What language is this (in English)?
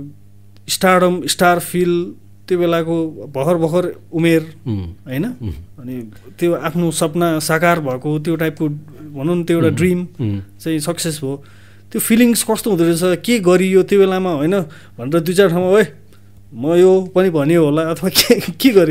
Nepali